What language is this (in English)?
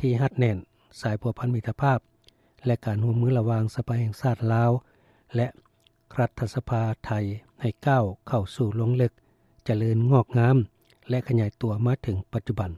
Lao